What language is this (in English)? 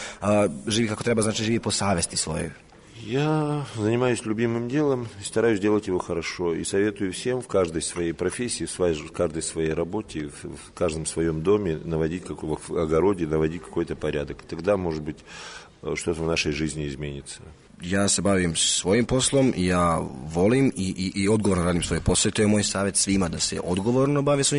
Serbian